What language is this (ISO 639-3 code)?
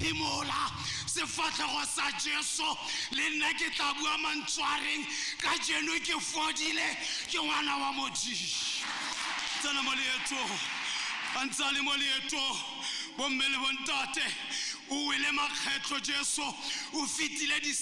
tsn